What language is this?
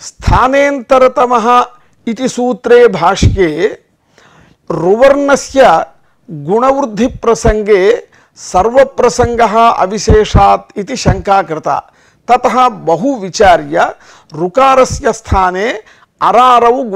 Sanskrit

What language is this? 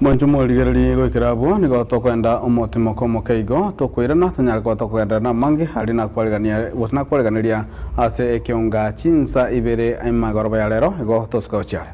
Gusii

